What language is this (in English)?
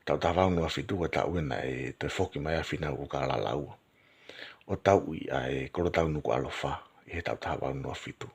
Tongan